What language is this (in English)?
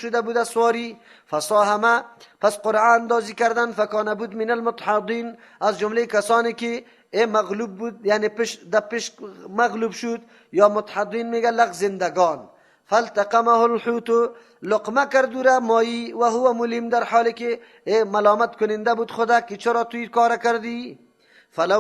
Persian